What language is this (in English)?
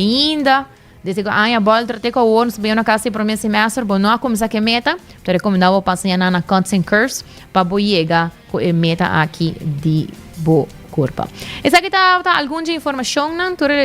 Papiamento